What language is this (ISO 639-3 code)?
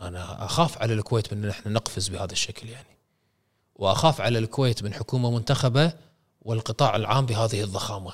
afb